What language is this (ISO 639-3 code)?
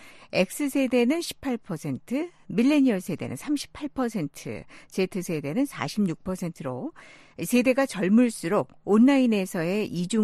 kor